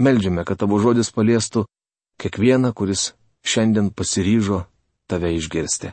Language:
Lithuanian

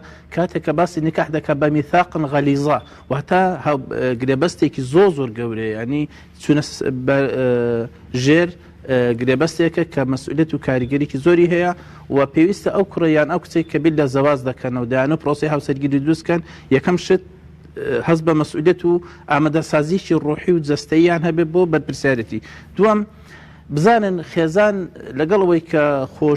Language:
Central Kurdish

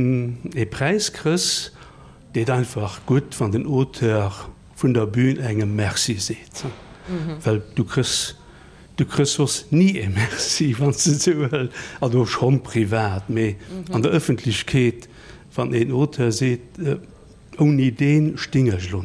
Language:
Luxembourgish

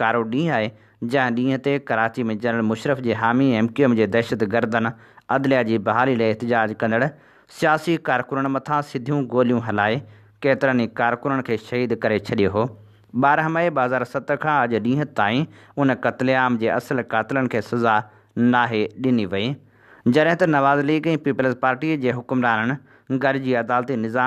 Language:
Sindhi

